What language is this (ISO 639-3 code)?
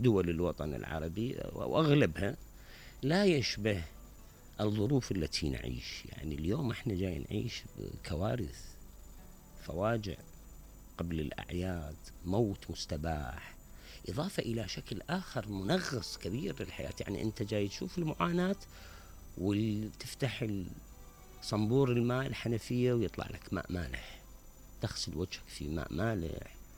acm